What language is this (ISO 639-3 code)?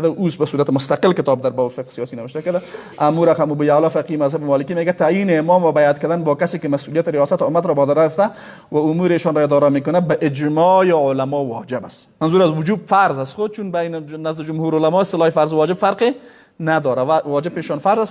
fas